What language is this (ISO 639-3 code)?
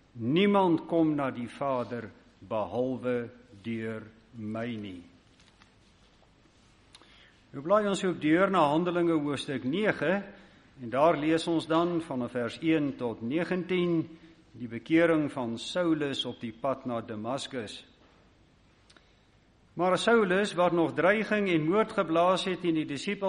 afr